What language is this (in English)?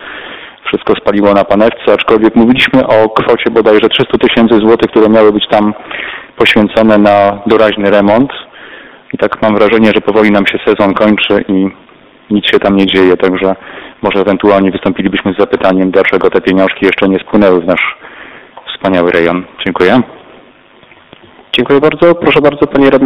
Polish